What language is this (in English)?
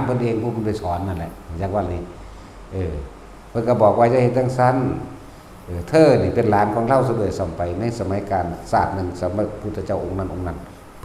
Northeastern Thai